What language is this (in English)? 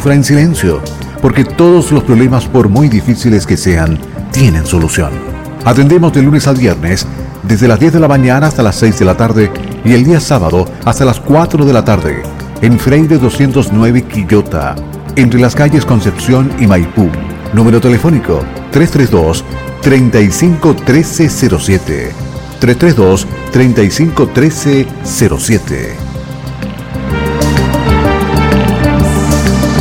Spanish